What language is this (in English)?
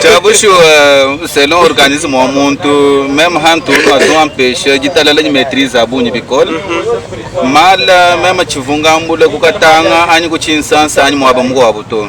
Luba-Lulua